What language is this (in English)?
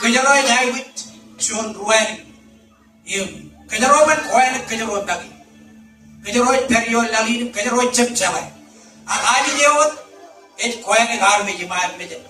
Marshallese